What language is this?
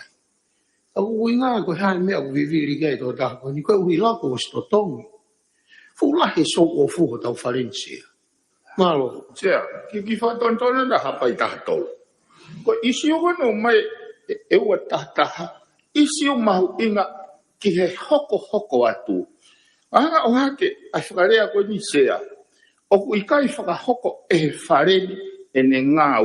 Tongan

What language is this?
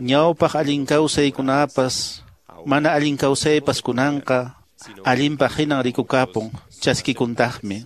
Quechua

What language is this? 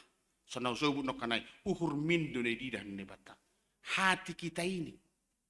Batak Simalungun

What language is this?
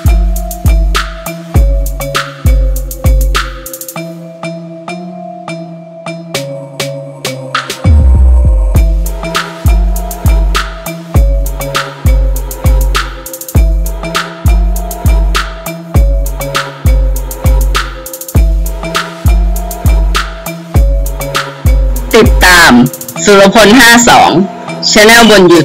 Thai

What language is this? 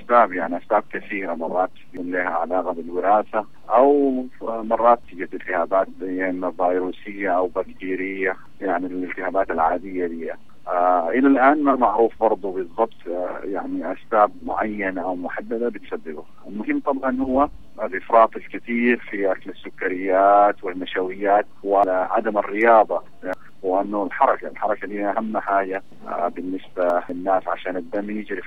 Sudanese Arabic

